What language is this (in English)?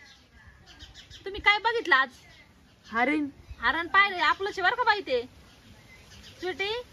Marathi